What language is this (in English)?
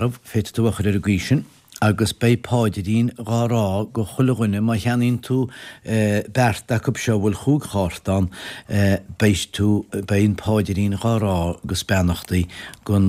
Irish